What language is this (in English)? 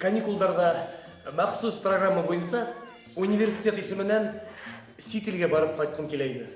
Bashkir